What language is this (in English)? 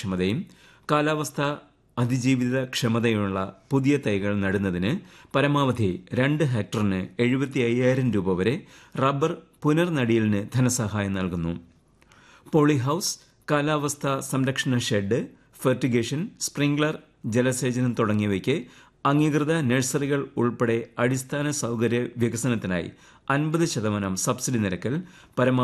Malayalam